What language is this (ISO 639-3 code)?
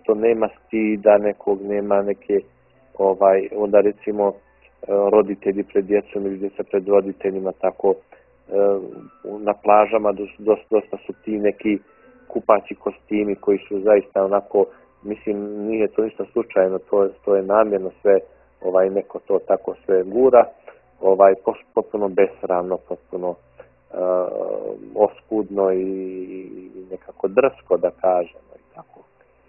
bos